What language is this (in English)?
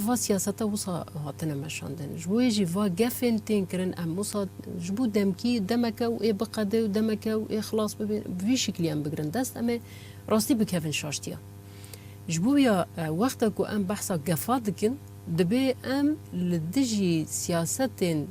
Kurdish